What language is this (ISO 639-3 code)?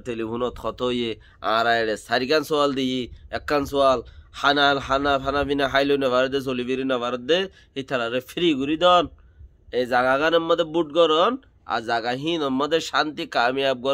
rhg